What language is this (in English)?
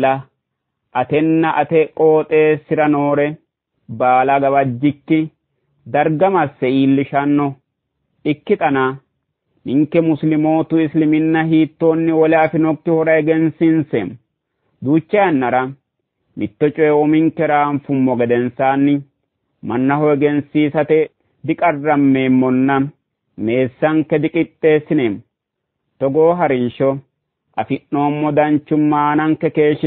Sidamo